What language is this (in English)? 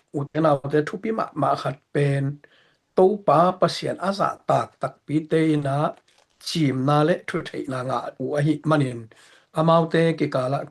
Tedim Chin